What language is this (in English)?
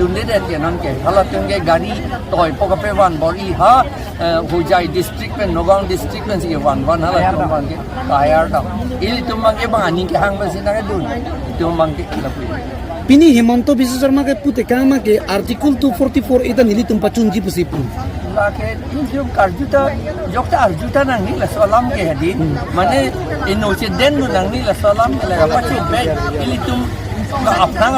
Karbi